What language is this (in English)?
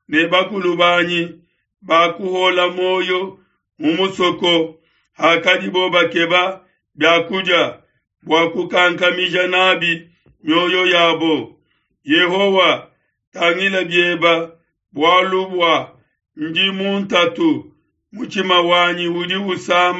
Luba-Lulua